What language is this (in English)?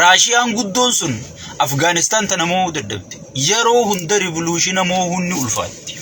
Oromo